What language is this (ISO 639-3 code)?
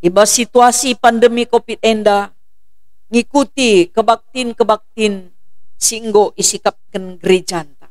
btx